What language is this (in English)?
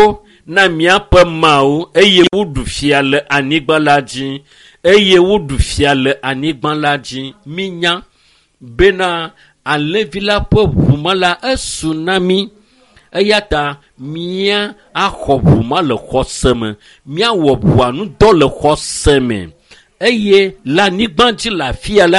Ewe